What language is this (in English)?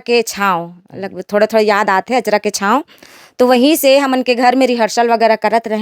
Chhattisgarhi